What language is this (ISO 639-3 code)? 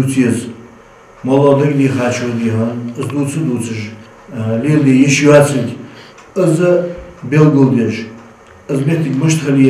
inh